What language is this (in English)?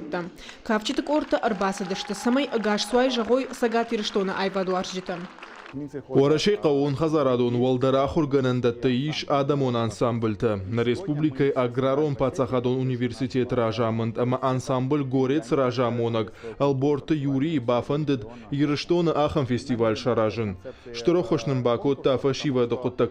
Ossetic